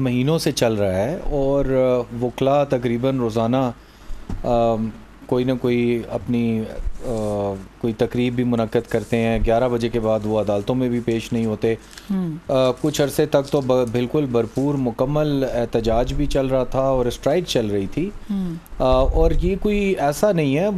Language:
Urdu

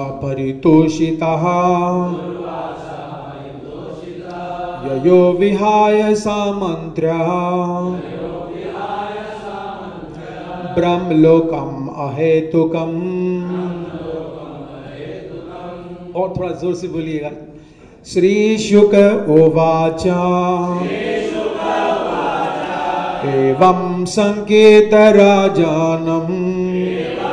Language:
Hindi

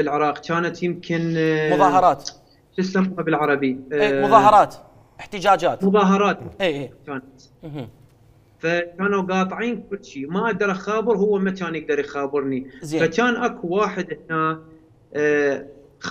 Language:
Mesopotamian Arabic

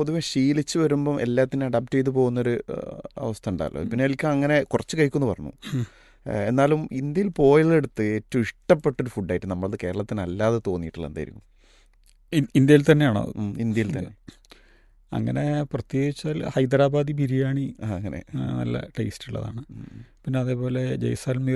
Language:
Malayalam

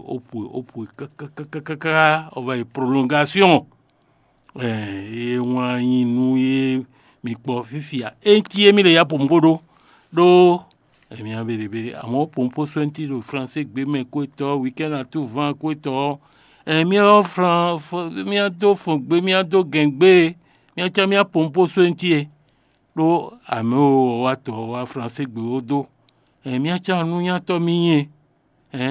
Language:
Fon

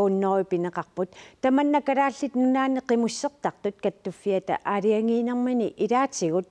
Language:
Kalaallisut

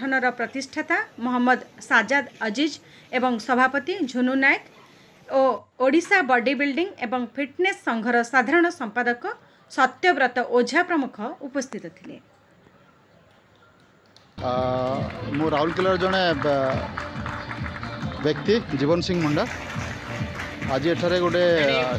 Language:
Odia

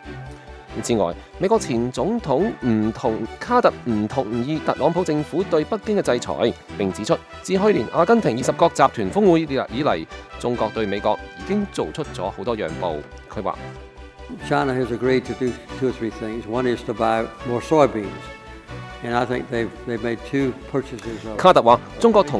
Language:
Cantonese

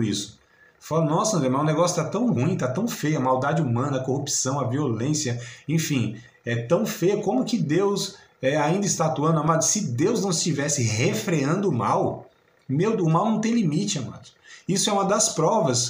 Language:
Portuguese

